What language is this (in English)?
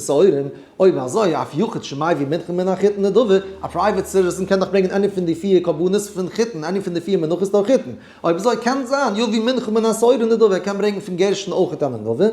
Yiddish